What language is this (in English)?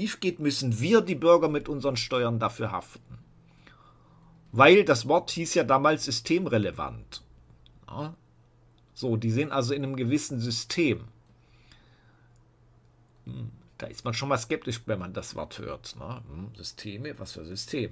German